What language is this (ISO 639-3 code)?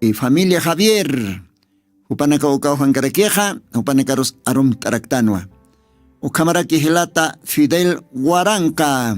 aym